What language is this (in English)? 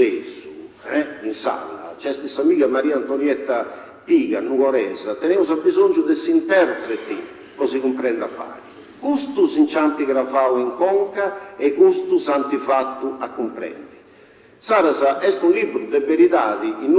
Sardinian